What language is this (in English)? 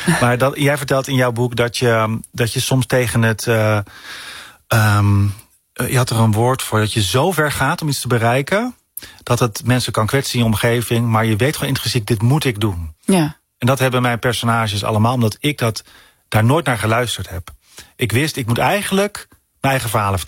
Dutch